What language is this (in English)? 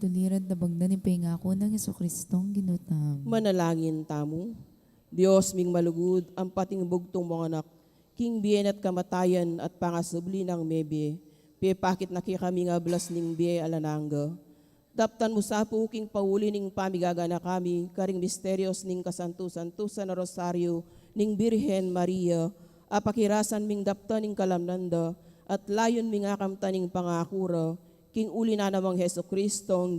Pampanga